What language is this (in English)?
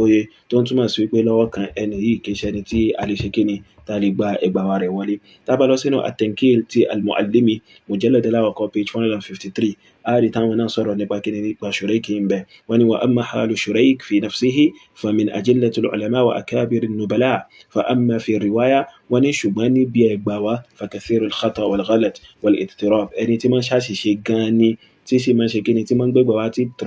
Yoruba